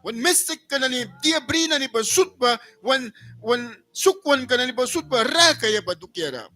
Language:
Mískito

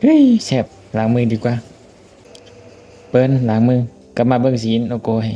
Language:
Lao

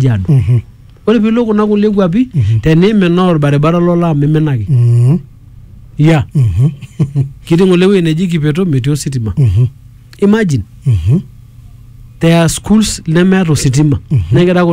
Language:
Masai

